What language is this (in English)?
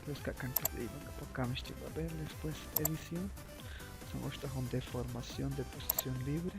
Chuj